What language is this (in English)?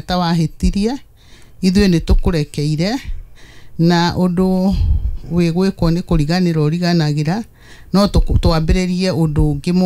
Kikuyu